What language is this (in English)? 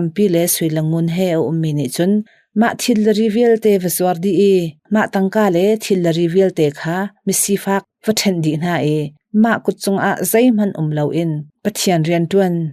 Hakha Chin